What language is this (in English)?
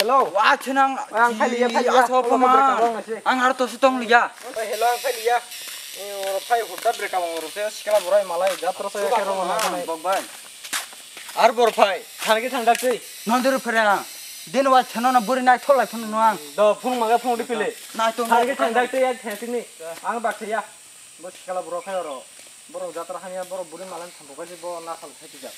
Kok Borok